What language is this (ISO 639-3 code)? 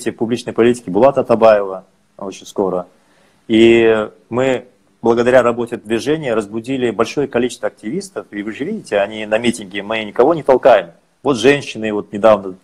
rus